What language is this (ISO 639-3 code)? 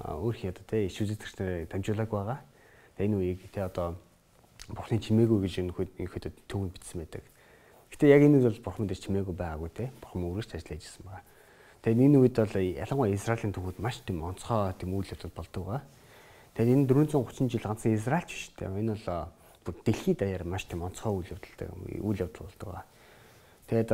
mon